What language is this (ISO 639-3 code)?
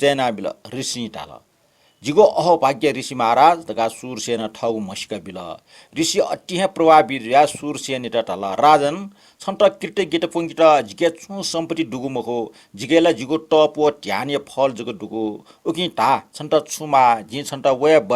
new